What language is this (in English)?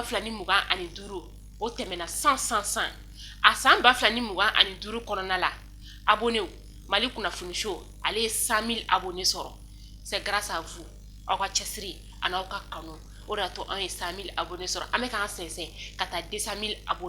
Bambara